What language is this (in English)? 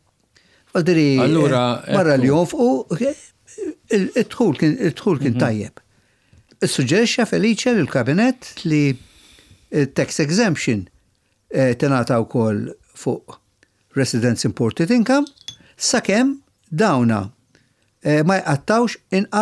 Maltese